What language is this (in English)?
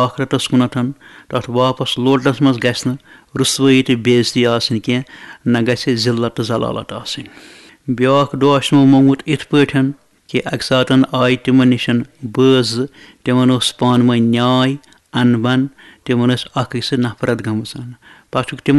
Kashmiri